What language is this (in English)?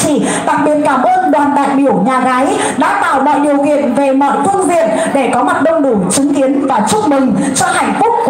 Vietnamese